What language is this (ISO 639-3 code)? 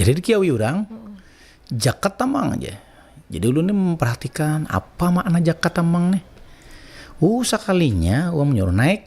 bjn